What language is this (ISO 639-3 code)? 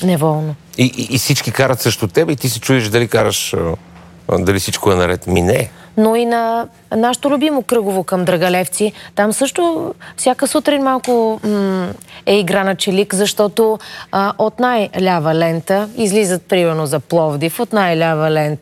bul